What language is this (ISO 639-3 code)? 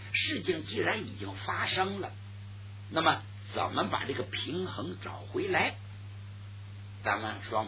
zho